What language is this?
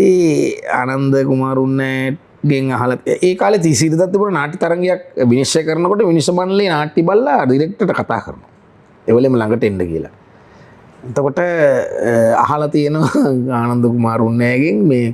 Sinhala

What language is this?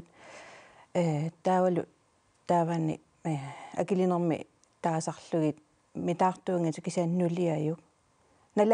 Kalaallisut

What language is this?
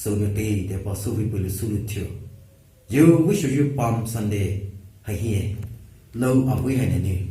Poumei Naga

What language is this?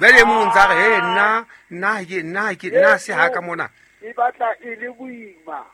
Southern Sotho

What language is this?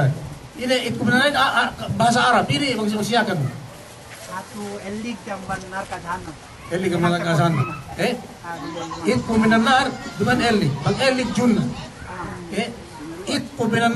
Yakan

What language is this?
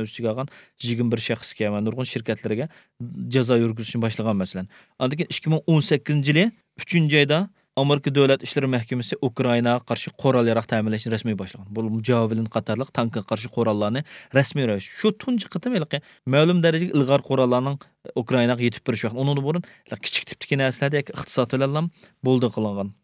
Uyghur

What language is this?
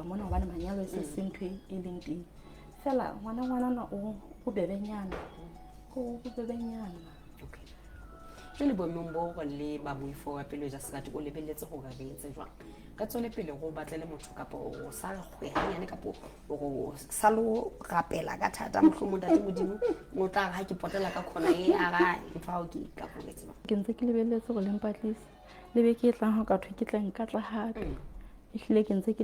Southern Sotho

